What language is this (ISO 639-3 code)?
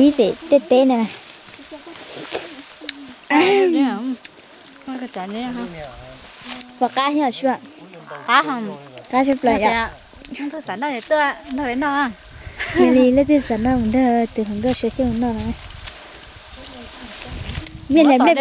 vie